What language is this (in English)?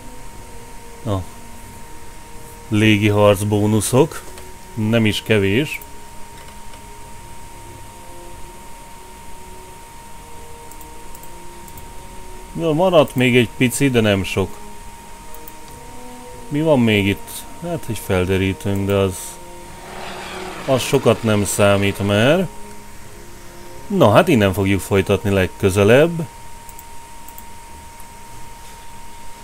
Hungarian